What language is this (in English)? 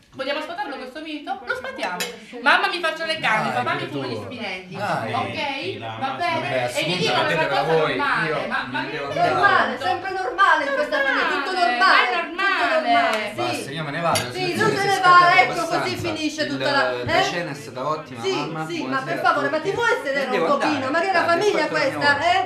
Italian